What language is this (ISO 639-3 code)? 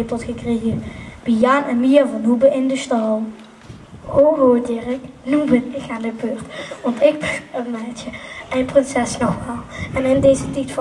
nld